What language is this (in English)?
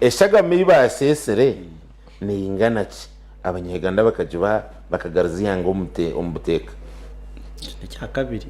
Nyankole